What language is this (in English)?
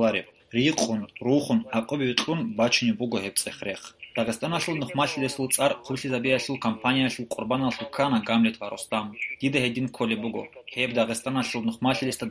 Avaric